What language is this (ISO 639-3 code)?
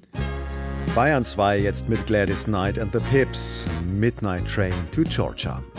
deu